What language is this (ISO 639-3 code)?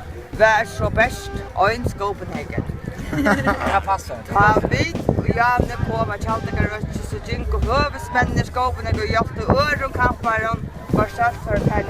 fao